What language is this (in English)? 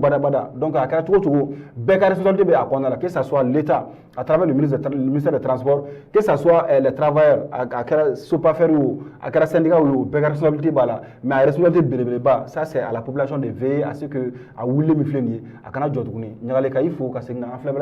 Bambara